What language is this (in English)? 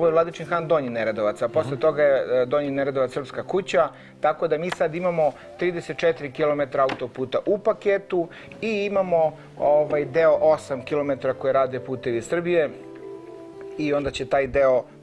Serbian